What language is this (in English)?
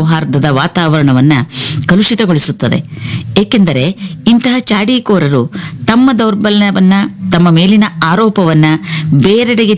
Kannada